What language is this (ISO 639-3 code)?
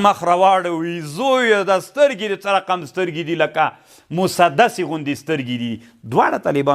pus